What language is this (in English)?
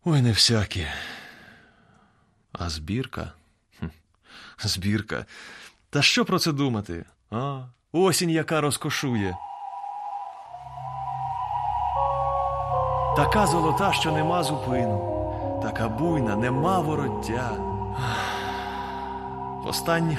Ukrainian